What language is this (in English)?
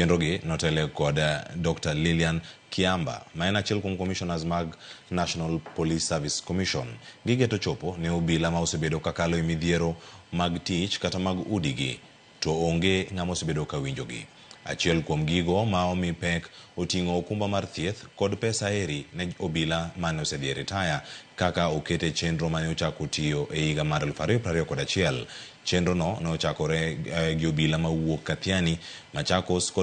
Luo (Kenya and Tanzania)